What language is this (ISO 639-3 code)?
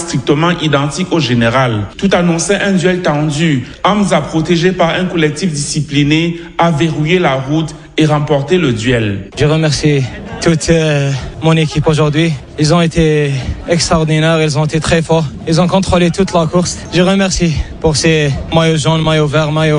fra